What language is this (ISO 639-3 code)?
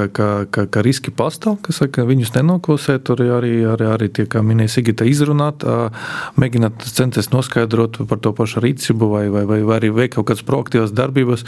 lav